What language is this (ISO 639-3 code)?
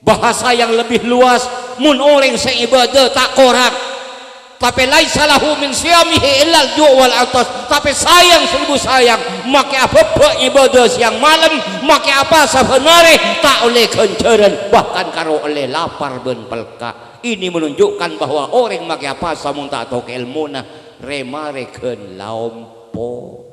mad